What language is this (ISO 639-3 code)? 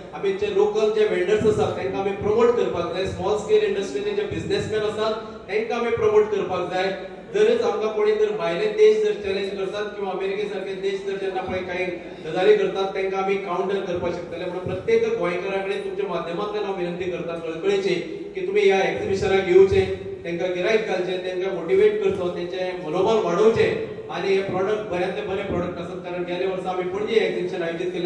kok